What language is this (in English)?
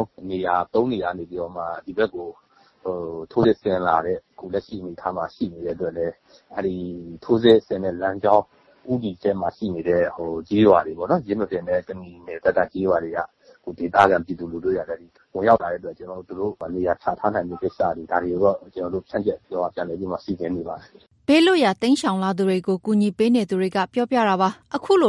Burmese